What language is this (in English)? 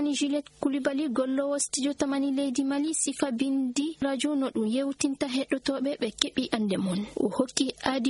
Fula